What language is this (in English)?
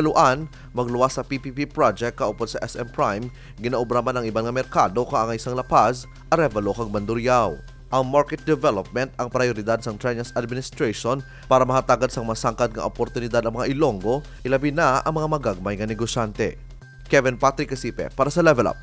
Hiligaynon